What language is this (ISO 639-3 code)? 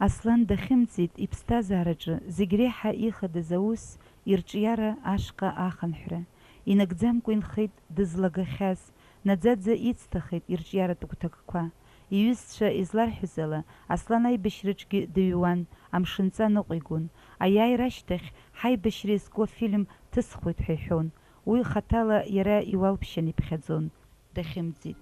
abk